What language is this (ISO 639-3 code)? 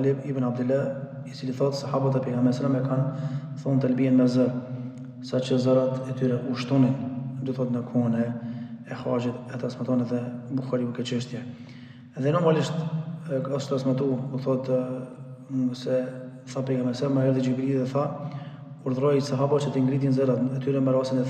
sqi